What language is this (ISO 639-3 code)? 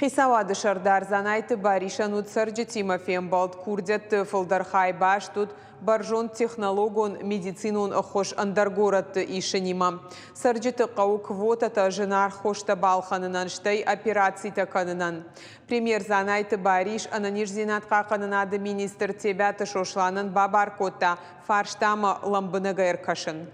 oss